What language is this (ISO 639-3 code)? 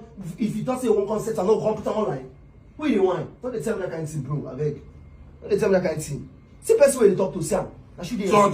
pcm